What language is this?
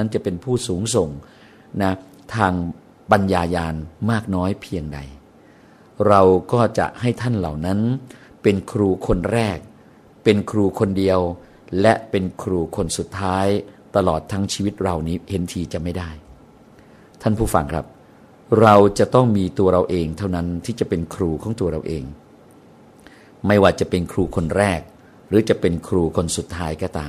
Thai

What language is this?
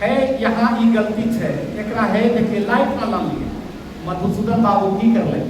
Angika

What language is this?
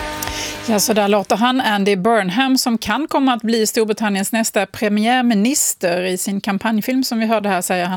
Swedish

